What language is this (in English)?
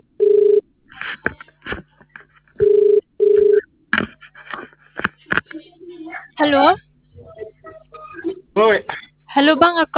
Khasi